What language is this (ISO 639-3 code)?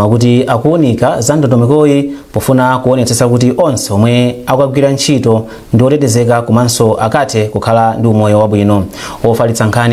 nya